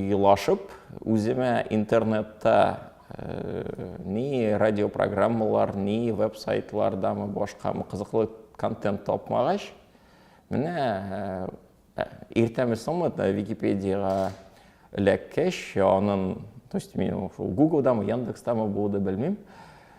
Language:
Tatar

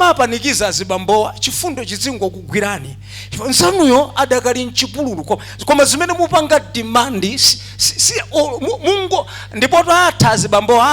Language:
Nyanja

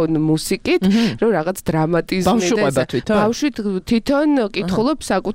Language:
Georgian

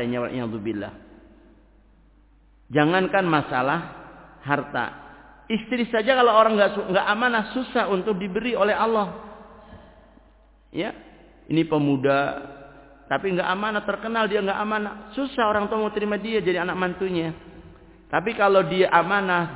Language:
Indonesian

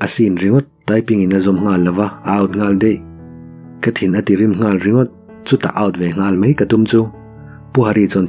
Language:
Mizo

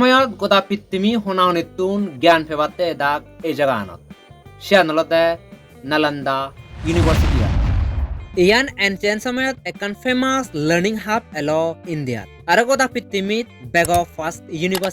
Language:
Chakma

